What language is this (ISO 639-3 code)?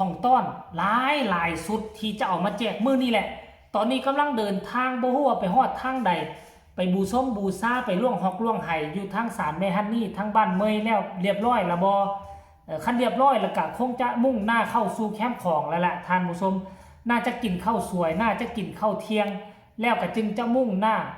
tts